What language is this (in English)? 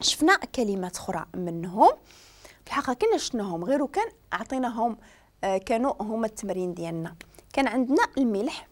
Moroccan Arabic